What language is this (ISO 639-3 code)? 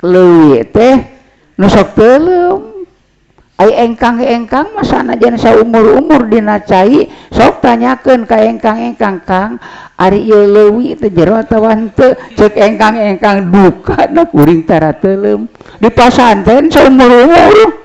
sun